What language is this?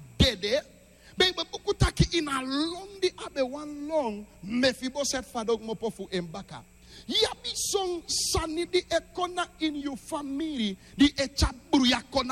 Sranan Tongo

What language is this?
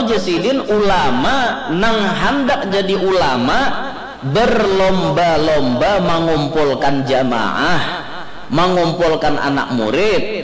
Banjar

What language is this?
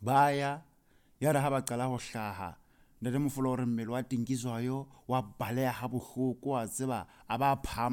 Southern Sotho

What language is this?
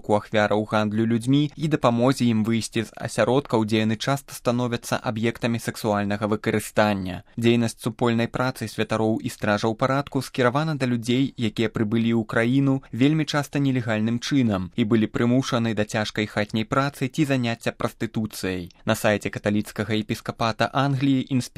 Belarusian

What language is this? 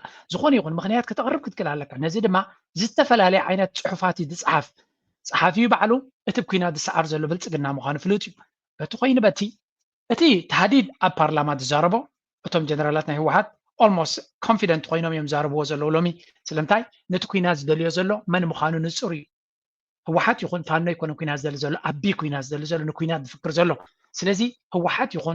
Tigrinya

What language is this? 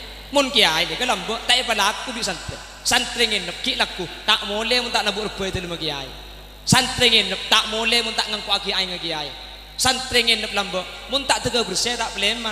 Madurese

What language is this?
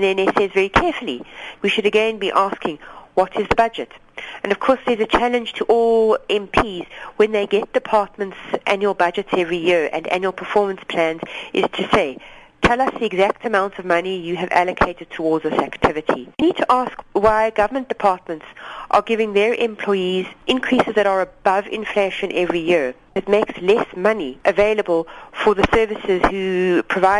English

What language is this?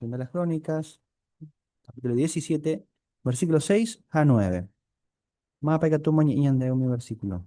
Guarani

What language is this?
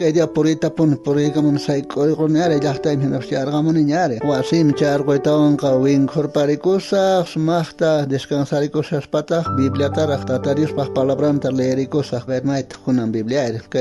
South Bolivian Quechua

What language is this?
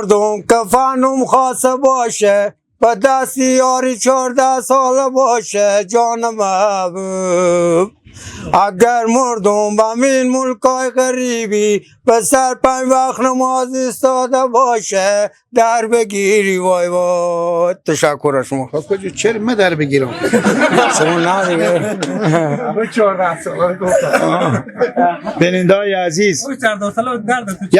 Persian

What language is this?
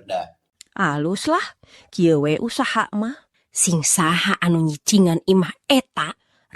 Sundanese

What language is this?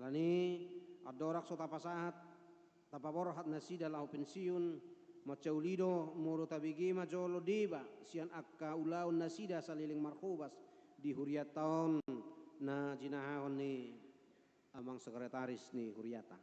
Batak Toba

